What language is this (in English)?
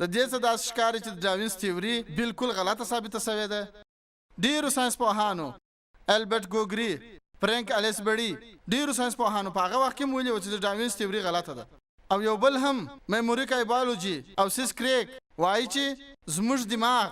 Pashto